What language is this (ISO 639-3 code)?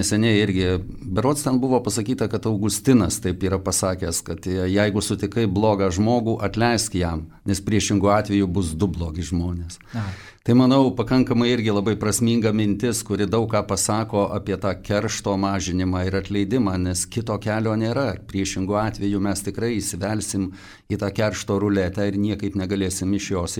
lit